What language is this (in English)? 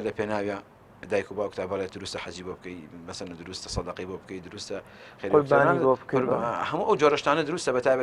Central Kurdish